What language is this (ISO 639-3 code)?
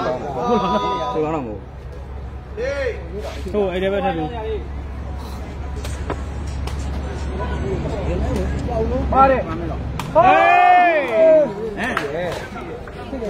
mya